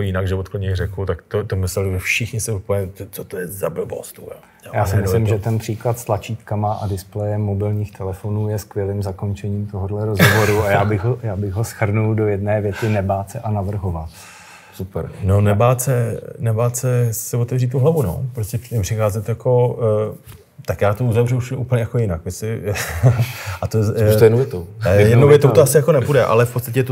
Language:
Czech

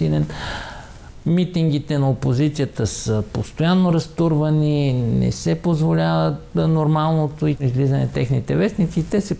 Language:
Bulgarian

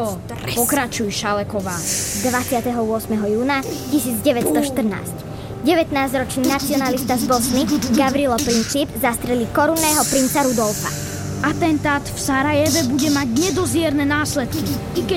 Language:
Slovak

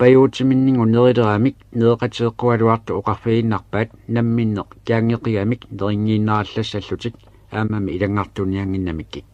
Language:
Kalaallisut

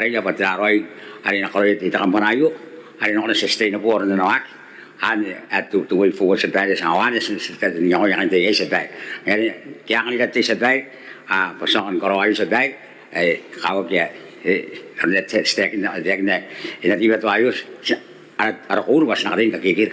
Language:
Gilbertese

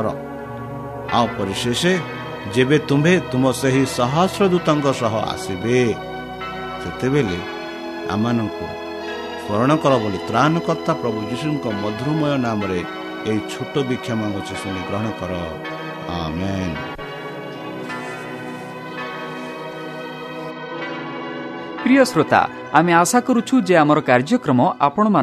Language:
Odia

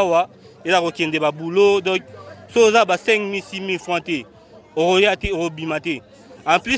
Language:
Lingala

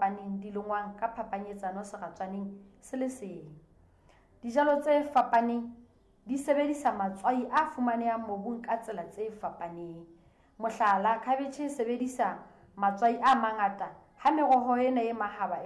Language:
Southern Sotho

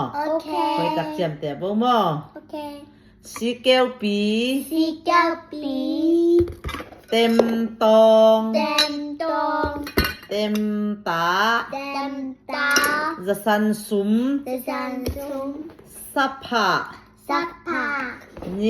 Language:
Tedim Chin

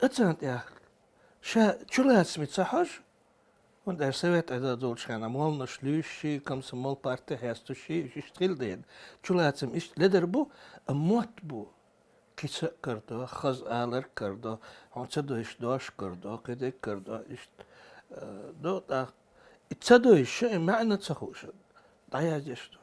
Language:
Chechen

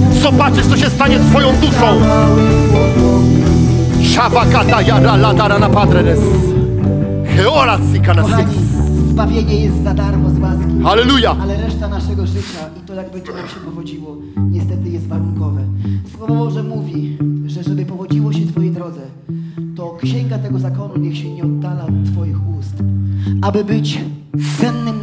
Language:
Polish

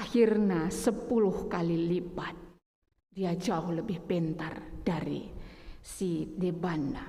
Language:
Batak Karo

